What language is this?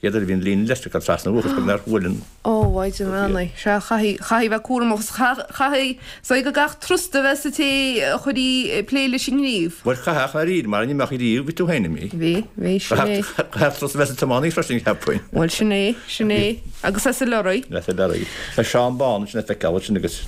Irish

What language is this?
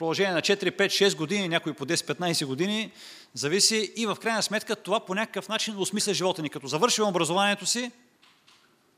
Bulgarian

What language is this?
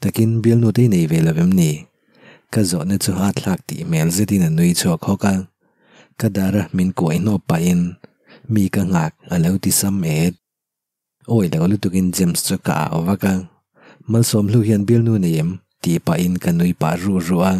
Mizo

